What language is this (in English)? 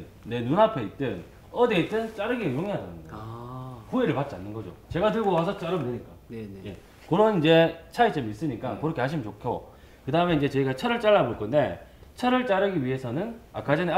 Korean